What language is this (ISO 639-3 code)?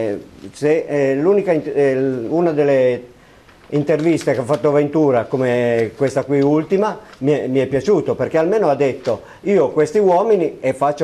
ita